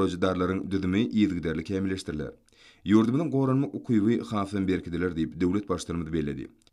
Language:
Turkmen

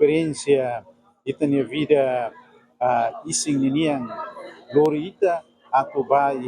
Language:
Tetum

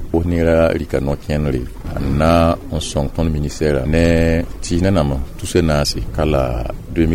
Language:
Mossi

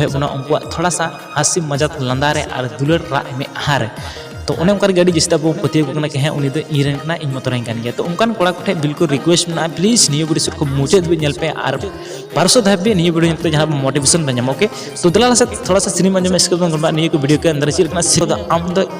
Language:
Santali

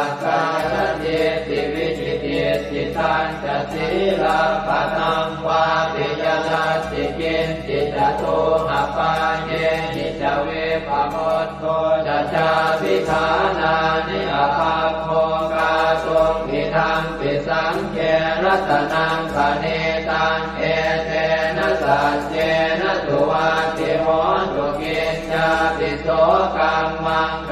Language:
Pali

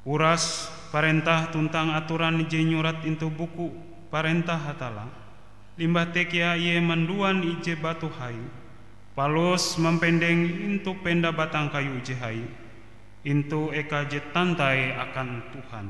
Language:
Ngaju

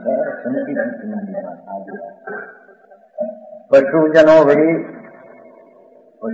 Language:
Gujarati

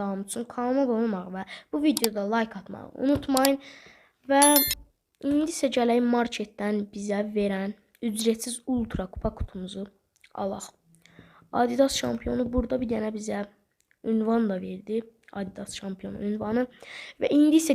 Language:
Azerbaijani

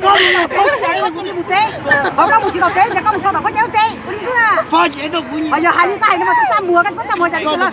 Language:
Hmong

